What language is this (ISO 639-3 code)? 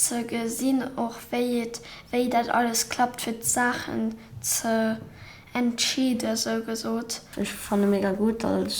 ltz